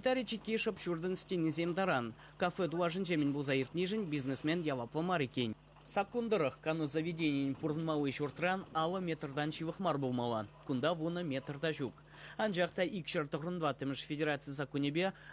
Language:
Chuvash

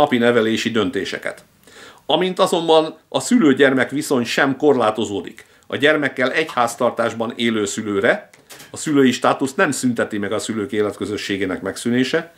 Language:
Hungarian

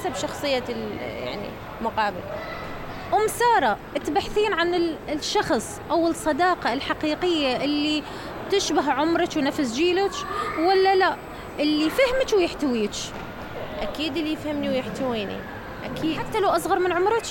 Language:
Mesopotamian Arabic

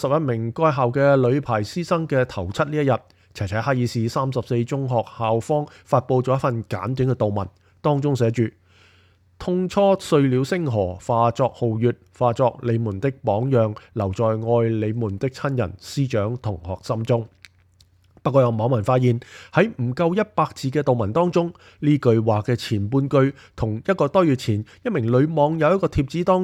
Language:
Cantonese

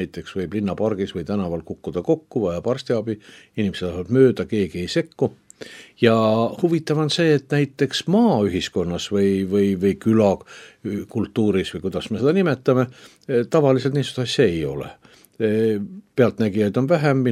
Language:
Estonian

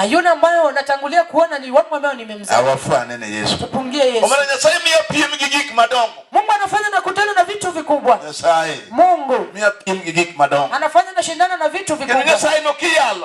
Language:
Luo (Kenya and Tanzania)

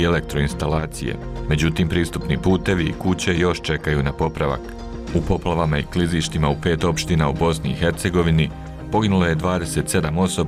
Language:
Bosnian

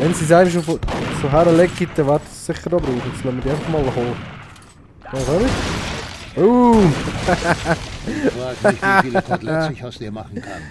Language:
Swiss German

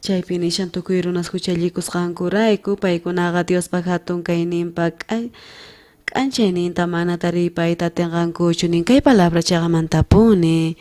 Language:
South Bolivian Quechua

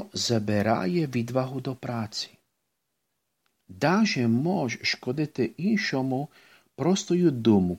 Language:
Ukrainian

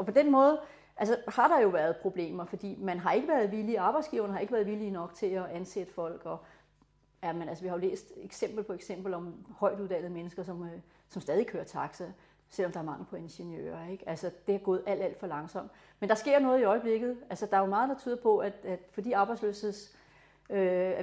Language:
Danish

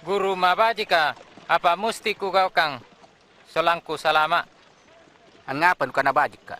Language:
Makasar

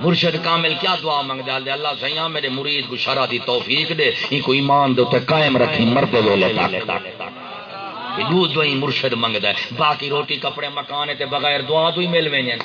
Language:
Saraiki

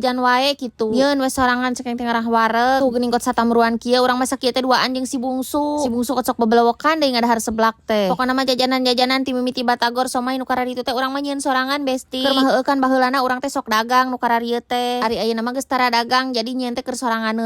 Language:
Sundanese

